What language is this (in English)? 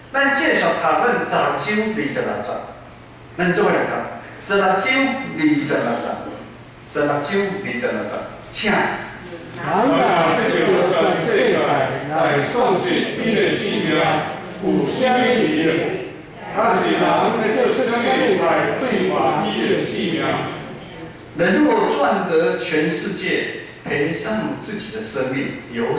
Min Nan Chinese